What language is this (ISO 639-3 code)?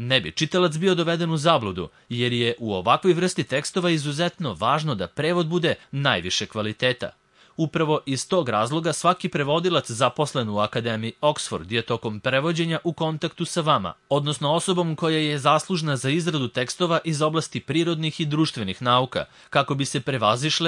srp